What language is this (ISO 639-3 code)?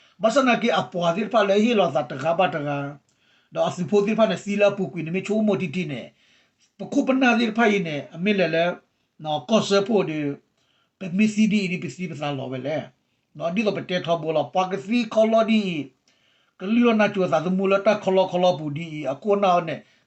ksw